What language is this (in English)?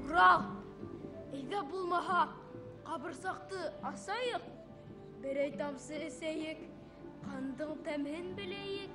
Bashkir